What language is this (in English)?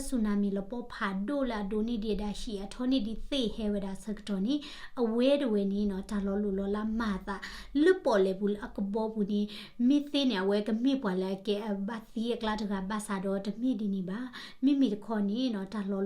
S'gaw Karen